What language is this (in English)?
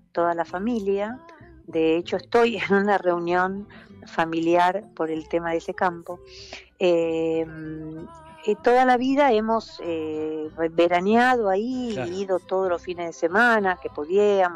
Spanish